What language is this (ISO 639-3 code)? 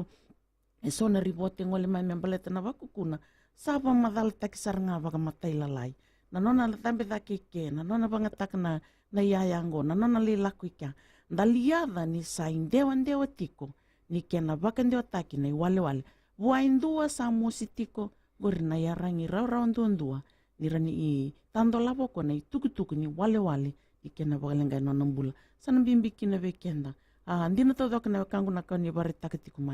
fij